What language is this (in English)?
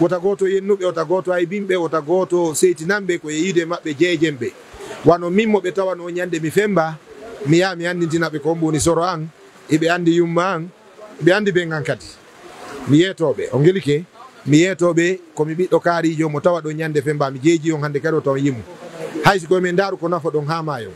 Fula